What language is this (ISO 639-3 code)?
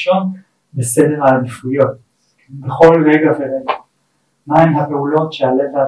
heb